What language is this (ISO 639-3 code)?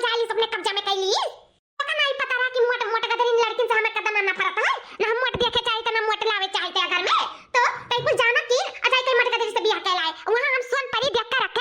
awa